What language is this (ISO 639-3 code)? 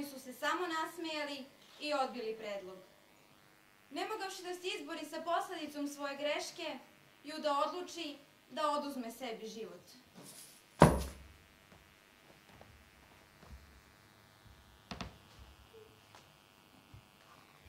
srp